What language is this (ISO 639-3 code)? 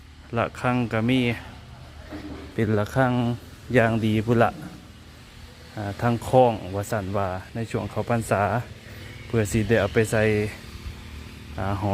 lao